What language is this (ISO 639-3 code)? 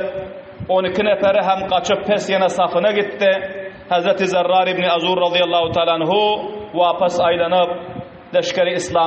tuk